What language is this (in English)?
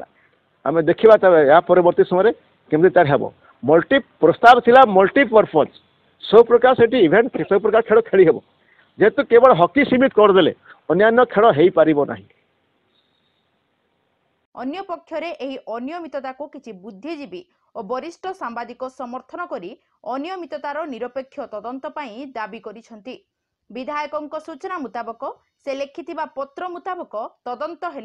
Odia